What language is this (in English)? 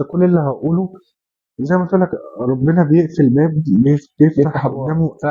Egyptian Arabic